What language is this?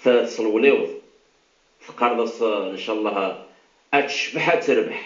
Kabyle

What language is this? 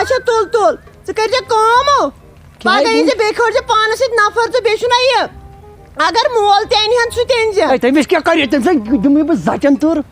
Kashmiri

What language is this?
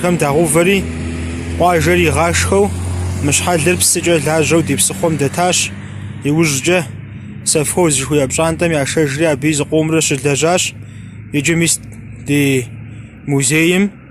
Kabardian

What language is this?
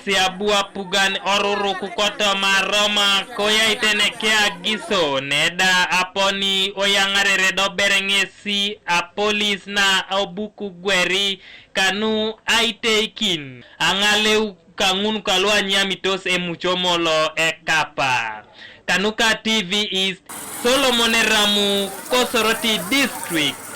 Teso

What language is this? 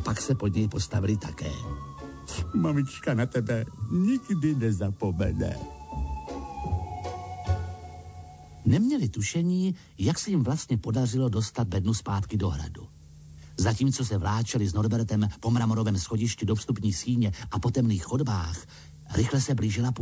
Czech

